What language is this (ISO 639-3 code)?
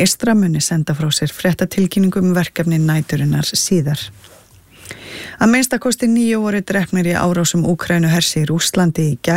isl